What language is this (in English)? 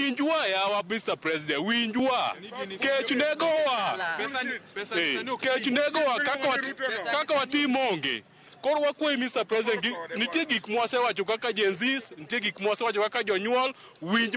Luo (Kenya and Tanzania)